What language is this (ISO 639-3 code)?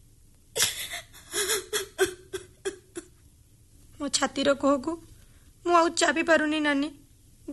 ori